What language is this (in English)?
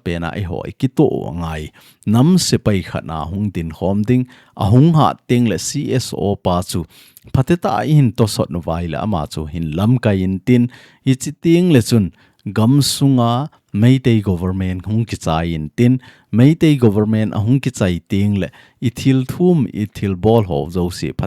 Thado Chin